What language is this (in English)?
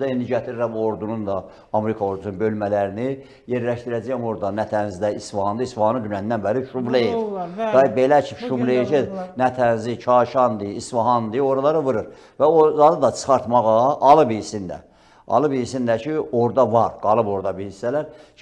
Azerbaijani